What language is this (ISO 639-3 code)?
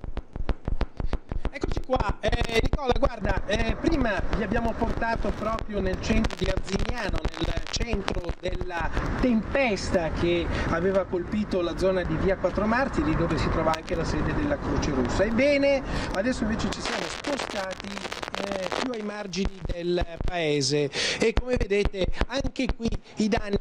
ita